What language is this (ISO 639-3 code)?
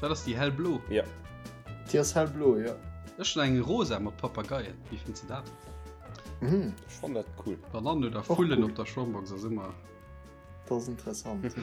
ltz